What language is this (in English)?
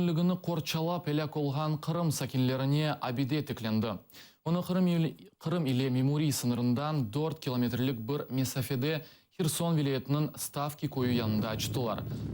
Crimean Tatar